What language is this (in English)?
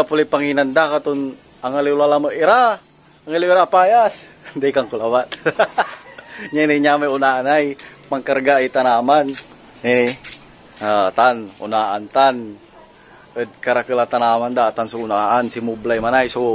Pangasinan